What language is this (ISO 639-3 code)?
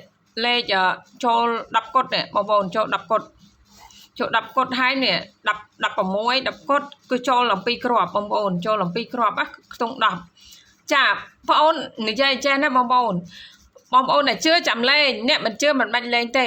khm